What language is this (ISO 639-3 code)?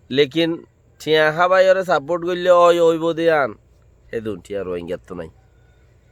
rhg